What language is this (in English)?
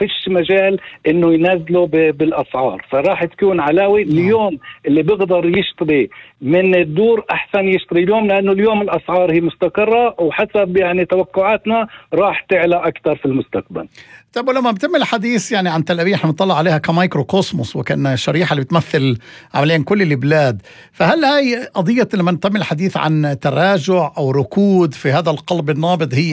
North Levantine Arabic